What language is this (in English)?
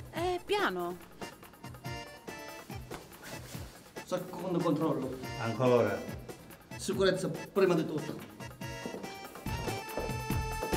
Italian